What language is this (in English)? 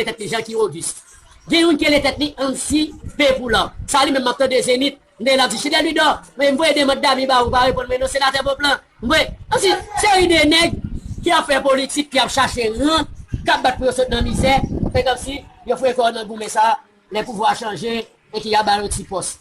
Haitian Creole